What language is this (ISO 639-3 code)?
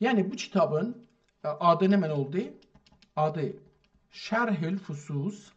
azb